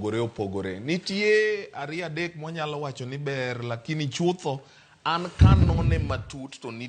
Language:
Luo (Kenya and Tanzania)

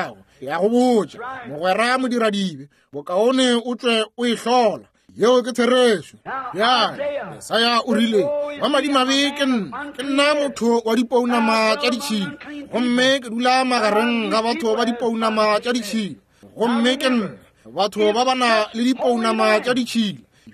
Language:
Northern Sotho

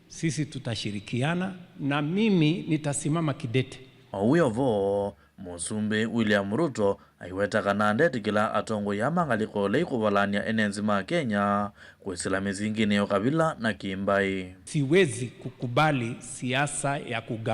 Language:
Kamba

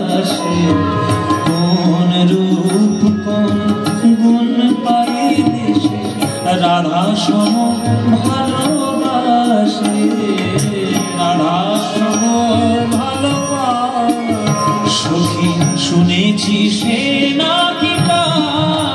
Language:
Bangla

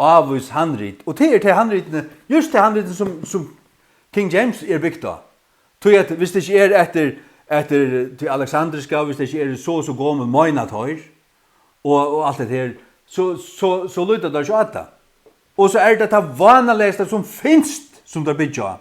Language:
Faroese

